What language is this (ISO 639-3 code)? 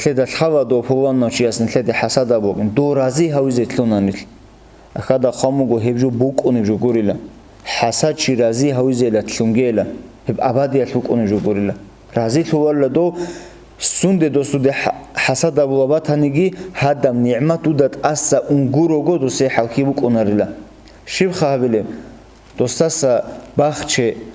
ava